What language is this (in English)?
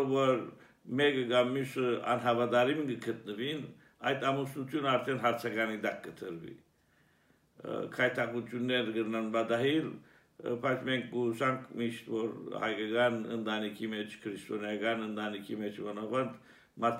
Armenian